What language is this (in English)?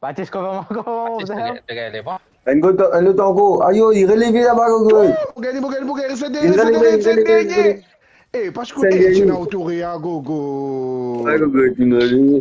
Morisyen